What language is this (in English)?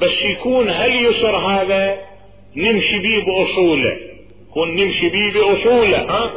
Mesopotamian Arabic